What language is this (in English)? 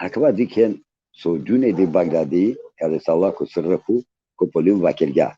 Balkan Romani